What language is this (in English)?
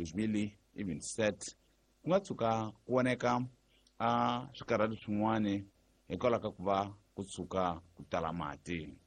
Tsonga